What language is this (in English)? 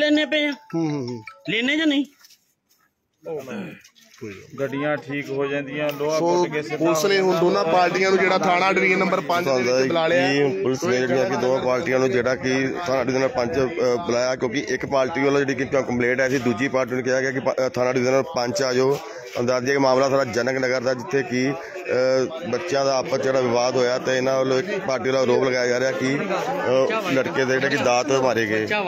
Punjabi